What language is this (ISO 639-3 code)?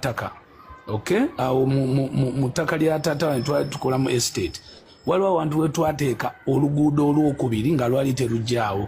lug